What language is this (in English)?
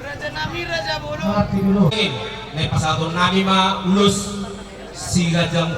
Batak Toba